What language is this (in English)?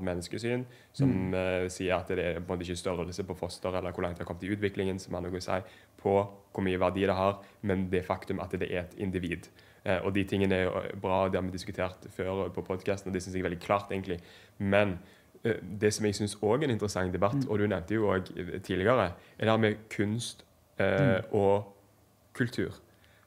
Norwegian